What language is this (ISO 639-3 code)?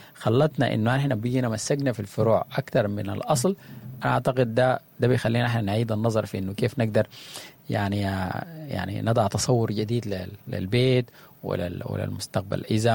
apd